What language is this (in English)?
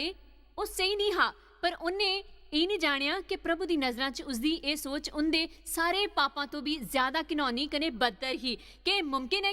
Dogri